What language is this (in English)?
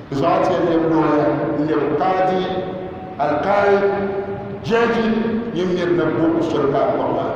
Dagbani